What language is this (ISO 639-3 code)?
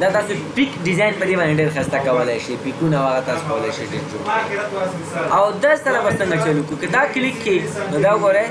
pus